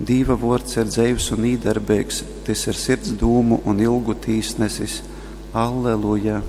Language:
Latgalian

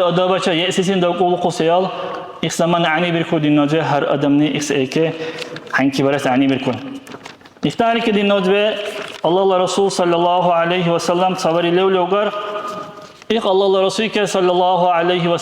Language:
Dargwa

